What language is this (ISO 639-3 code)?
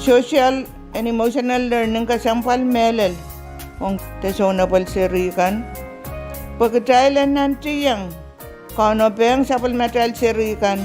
pon